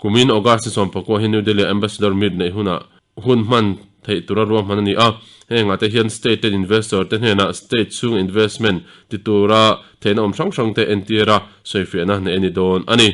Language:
Mizo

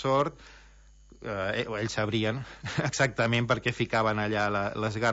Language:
Catalan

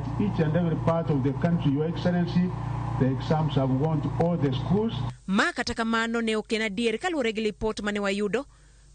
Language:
Luo (Kenya and Tanzania)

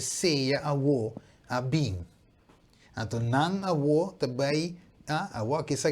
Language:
Papiamento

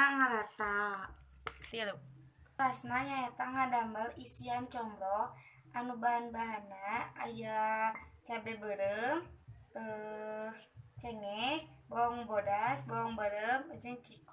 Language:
Sundanese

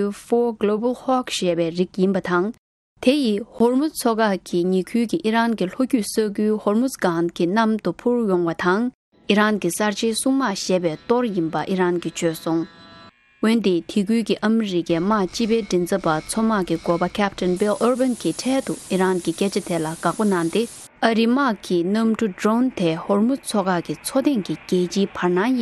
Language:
Tibetan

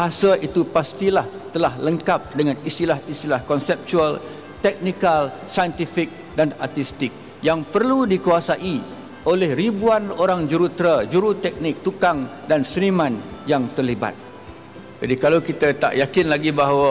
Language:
Malay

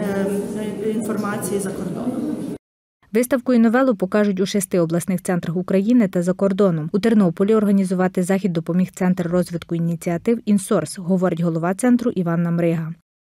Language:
Ukrainian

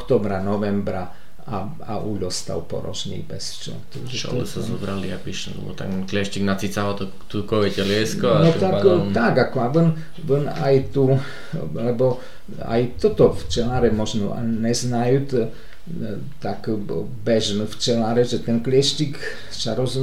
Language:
Slovak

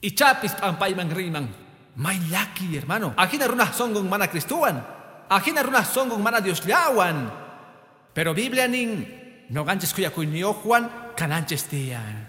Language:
Quechua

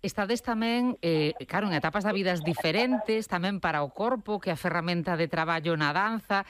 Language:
Galician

